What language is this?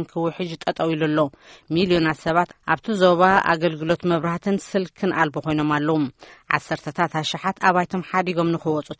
Tigrinya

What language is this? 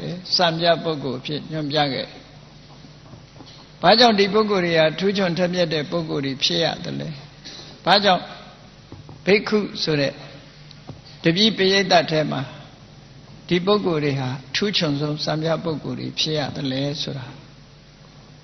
Burmese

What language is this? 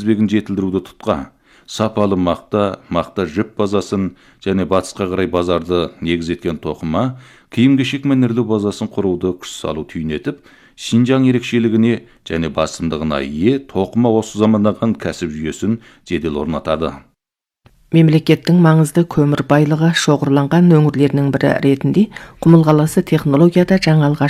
Kazakh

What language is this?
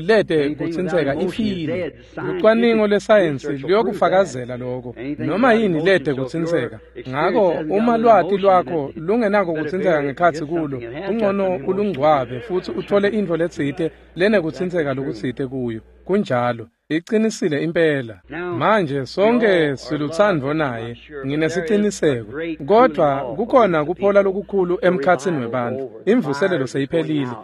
Swati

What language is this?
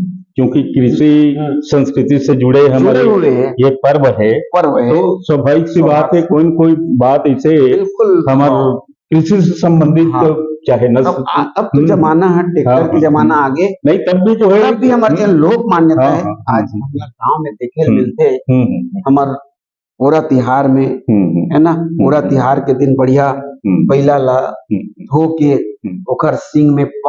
Chhattisgarhi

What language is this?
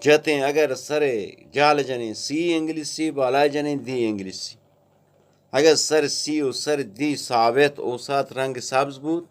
Eastern Balochi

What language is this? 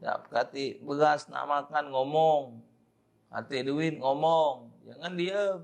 Musi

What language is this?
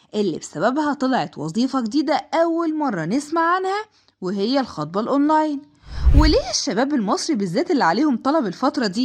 Egyptian Arabic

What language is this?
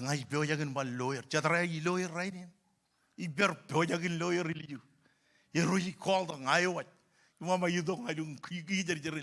Marshallese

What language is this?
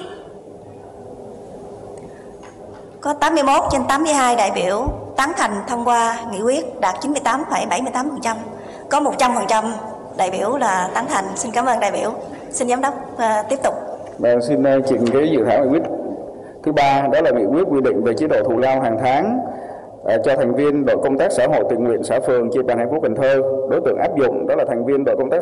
Vietnamese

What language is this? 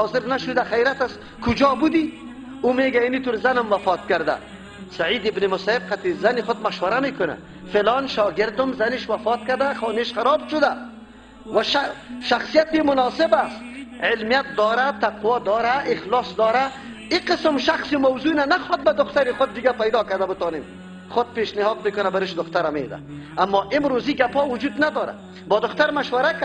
Persian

